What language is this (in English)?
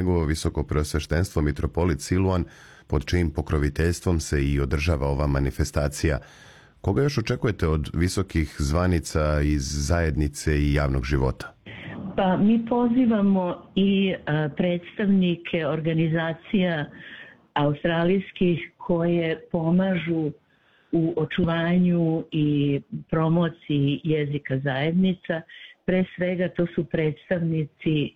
Serbian